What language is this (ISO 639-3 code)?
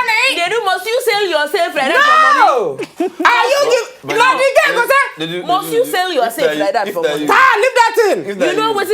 pcm